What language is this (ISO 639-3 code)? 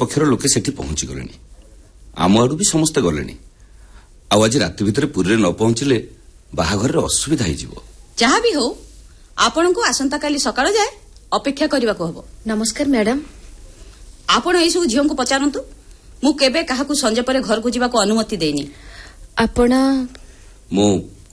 ori